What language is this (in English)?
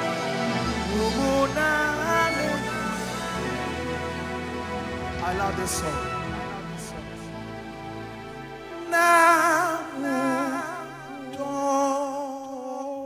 English